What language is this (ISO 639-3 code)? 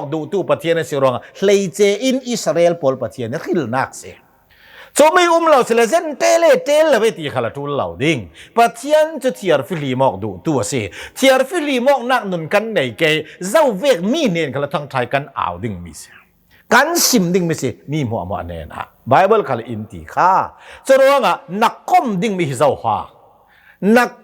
cnh